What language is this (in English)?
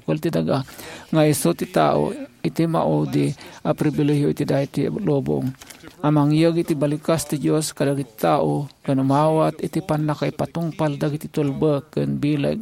Iloko